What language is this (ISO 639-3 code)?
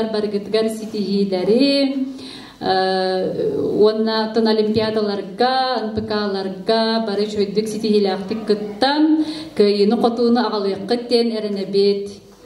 sah